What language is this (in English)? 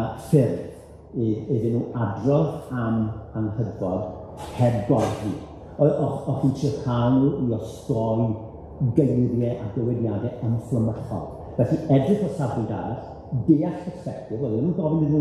Welsh